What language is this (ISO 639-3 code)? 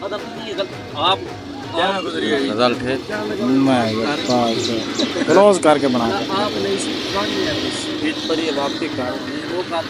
skr